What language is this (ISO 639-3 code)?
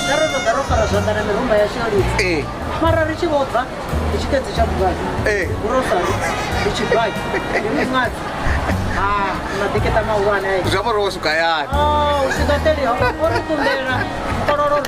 ven